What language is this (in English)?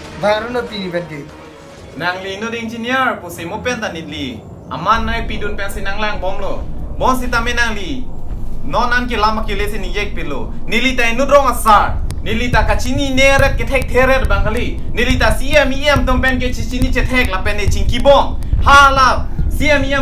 Karbi